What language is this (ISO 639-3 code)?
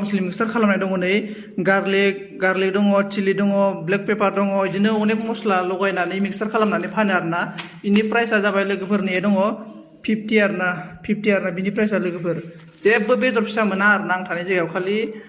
brx